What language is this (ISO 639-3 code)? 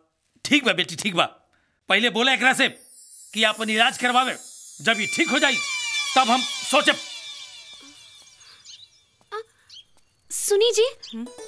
bho